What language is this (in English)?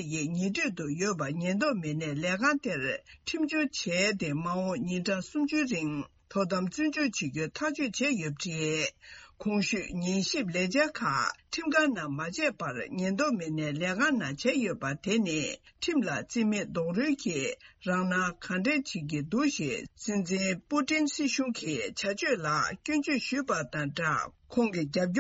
Tibetan